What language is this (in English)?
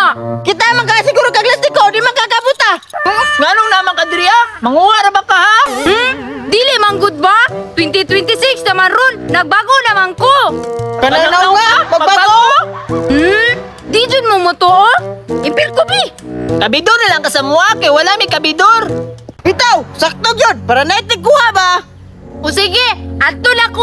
Cebuano